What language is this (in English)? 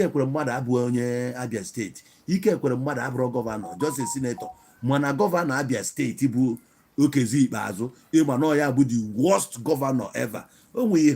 Igbo